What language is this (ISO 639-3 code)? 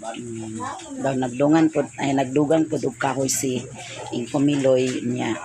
ceb